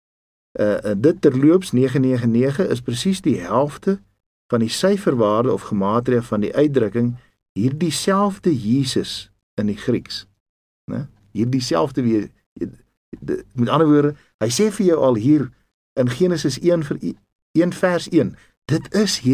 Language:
Afrikaans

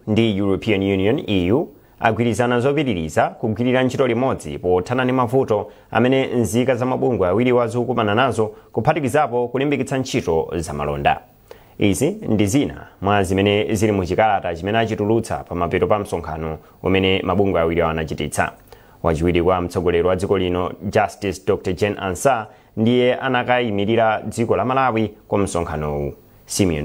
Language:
Nyanja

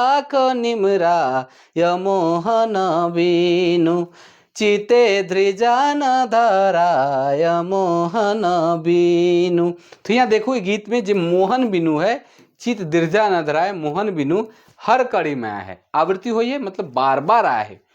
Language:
Sadri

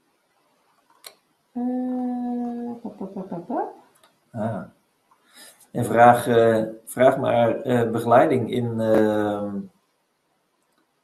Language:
Dutch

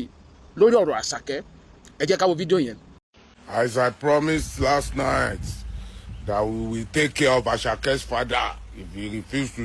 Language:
Yoruba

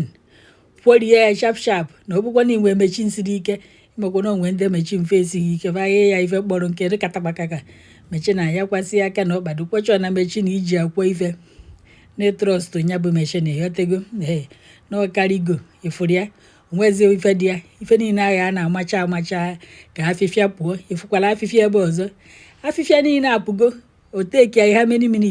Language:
Igbo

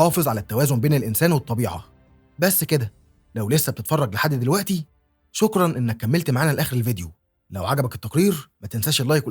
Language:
Egyptian Arabic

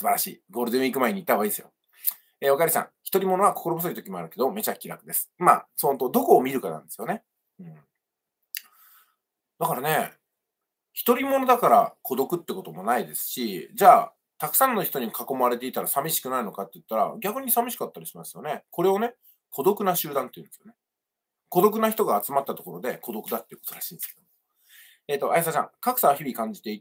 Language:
Japanese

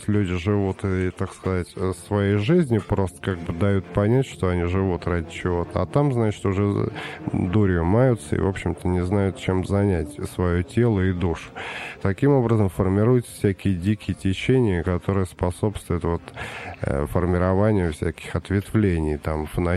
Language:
Russian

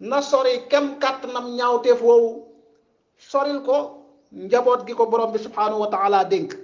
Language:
Wolof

